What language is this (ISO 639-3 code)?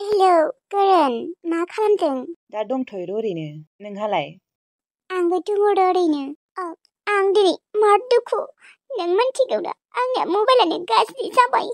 brx